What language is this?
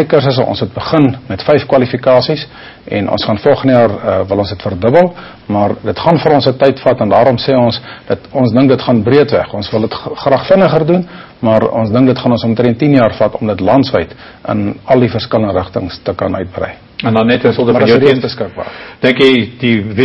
Afrikaans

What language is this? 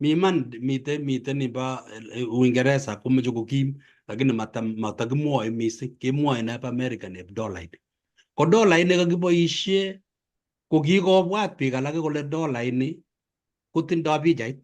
Kalenjin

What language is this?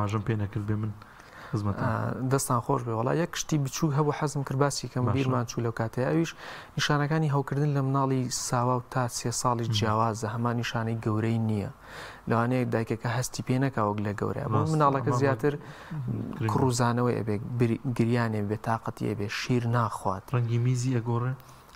Central Kurdish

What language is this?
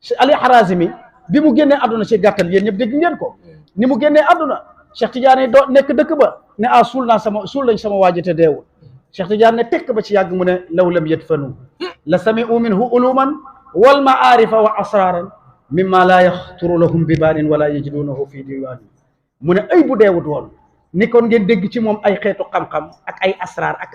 Wolof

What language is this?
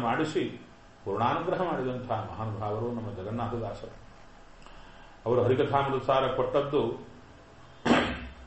Kannada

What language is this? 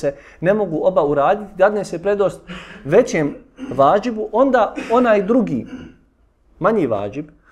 Bosnian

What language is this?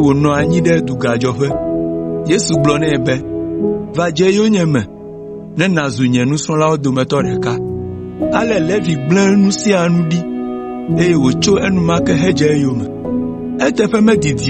Ewe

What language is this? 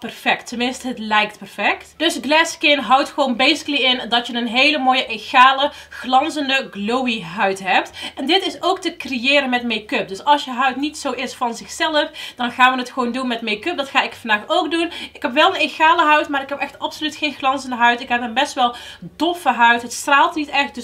Dutch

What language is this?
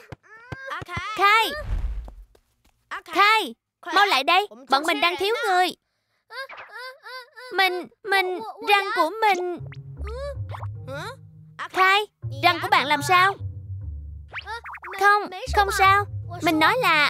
Vietnamese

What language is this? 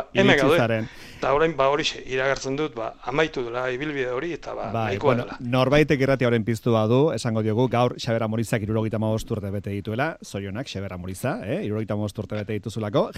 Basque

